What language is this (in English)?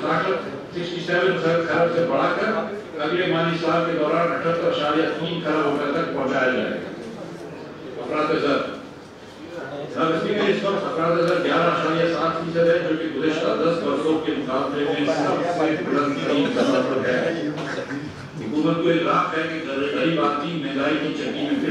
Urdu